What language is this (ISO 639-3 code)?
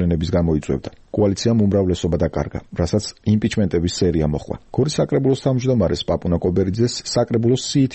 kat